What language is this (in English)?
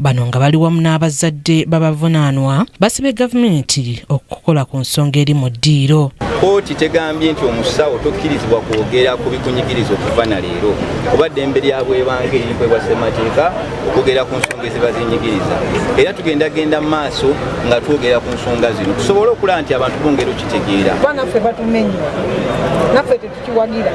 Ganda